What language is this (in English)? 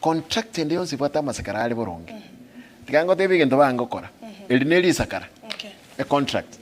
Gusii